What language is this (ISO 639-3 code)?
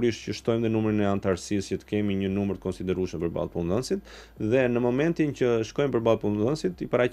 sqi